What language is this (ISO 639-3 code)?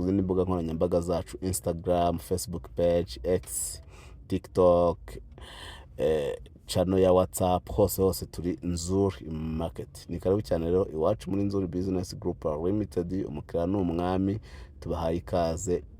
kin